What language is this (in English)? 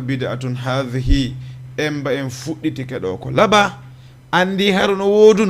Fula